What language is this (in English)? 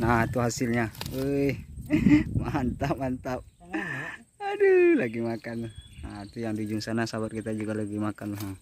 Minangkabau